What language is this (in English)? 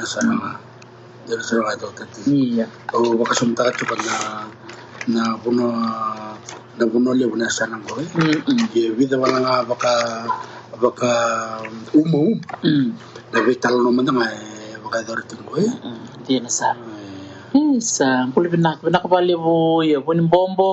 Fijian